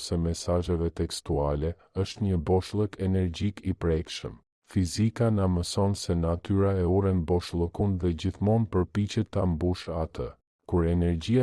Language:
Albanian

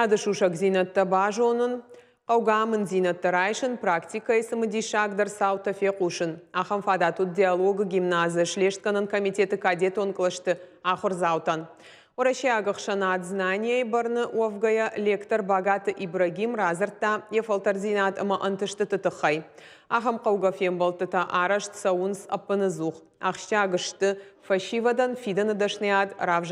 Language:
Ossetic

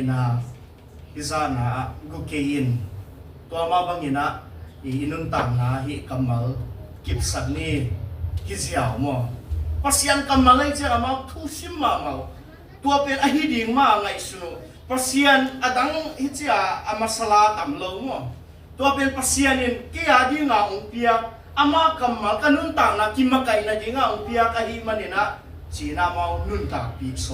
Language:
Tedim Chin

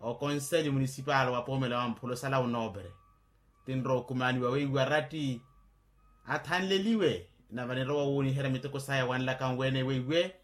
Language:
Makhuwa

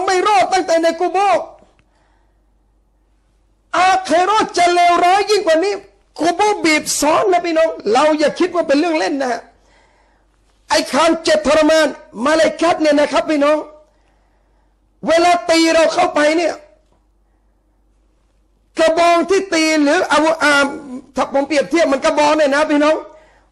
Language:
Thai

